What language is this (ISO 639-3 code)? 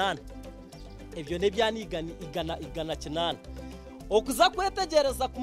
nyn